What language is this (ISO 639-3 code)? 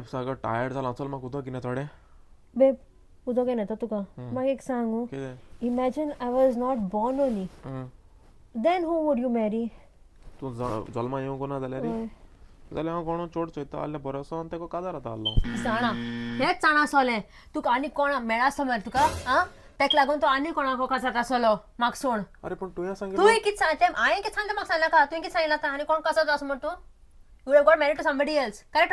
kok